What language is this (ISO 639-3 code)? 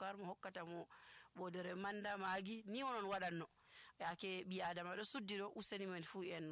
fuv